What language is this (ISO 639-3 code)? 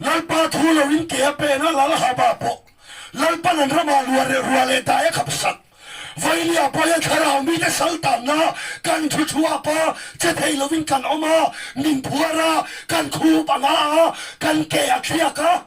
lus